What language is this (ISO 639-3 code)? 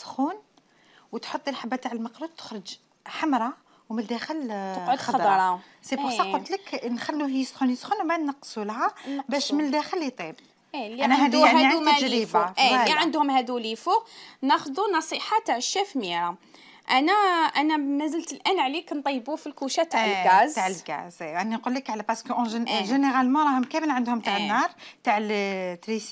arq